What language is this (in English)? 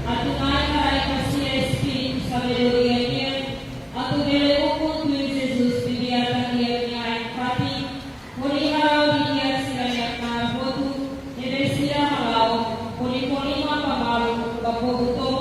Tetum